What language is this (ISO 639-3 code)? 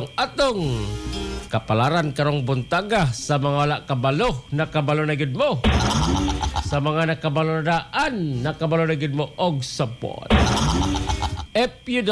ceb